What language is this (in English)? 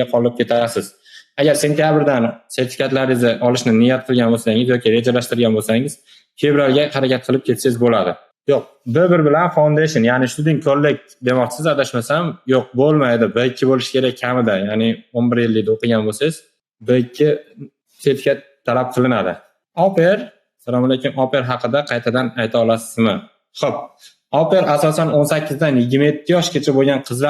Uzbek